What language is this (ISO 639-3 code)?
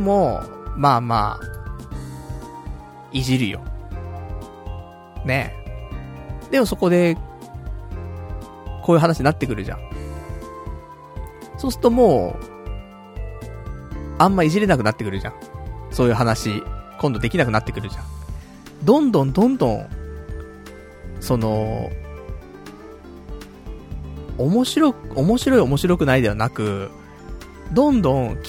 jpn